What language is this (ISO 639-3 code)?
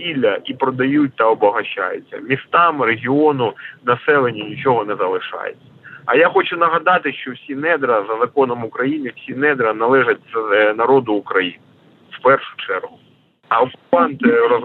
ukr